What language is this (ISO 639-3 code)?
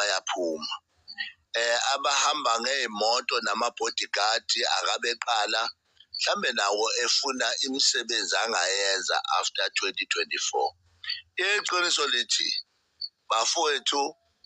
zul